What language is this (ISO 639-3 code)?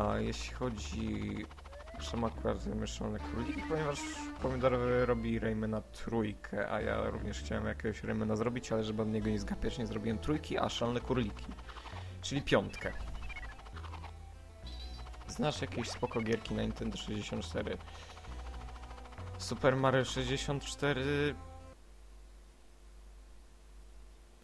pol